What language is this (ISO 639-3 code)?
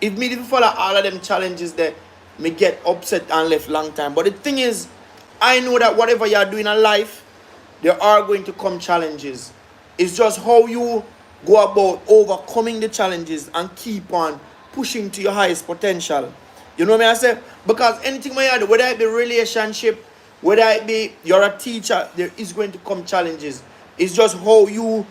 jam